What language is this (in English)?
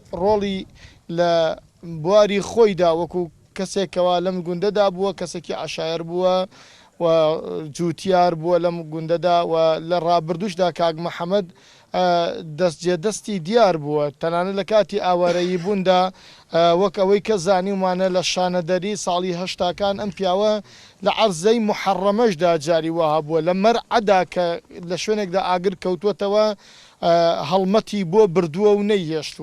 Central Kurdish